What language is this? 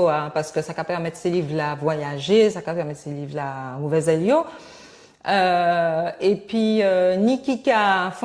Guadeloupean Creole French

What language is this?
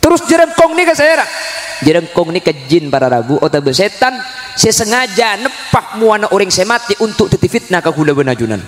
Madurese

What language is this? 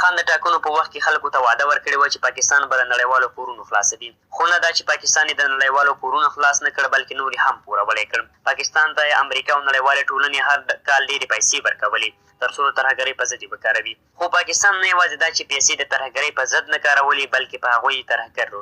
Pashto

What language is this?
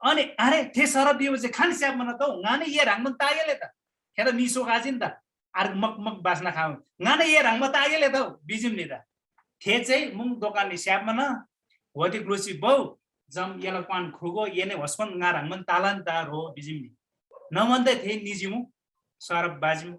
Eastern Tamang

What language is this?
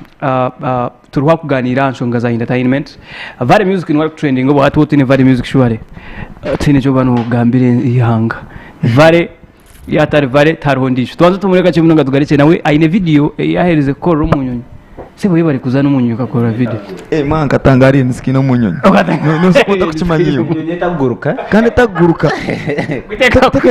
Nyankole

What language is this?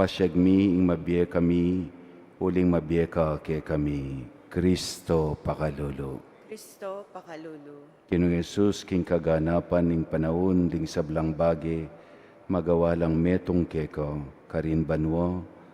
Pampanga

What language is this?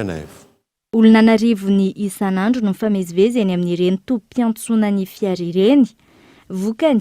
Malagasy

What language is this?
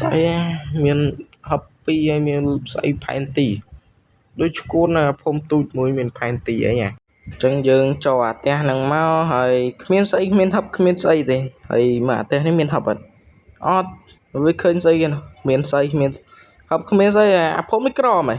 Khmer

